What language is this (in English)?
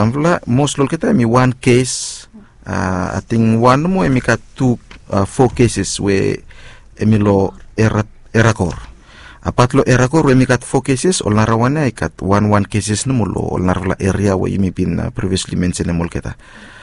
Bislama